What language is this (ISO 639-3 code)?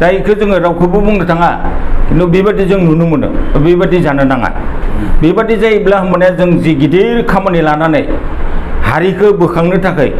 brx